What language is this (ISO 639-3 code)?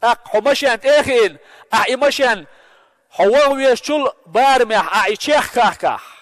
che